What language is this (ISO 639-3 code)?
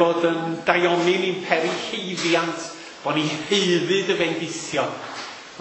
cym